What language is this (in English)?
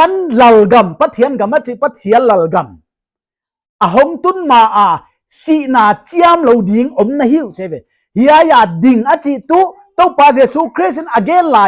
Paite Chin